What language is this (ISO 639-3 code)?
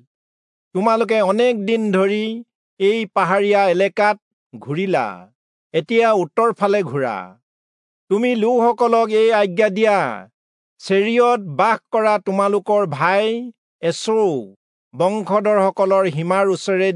asm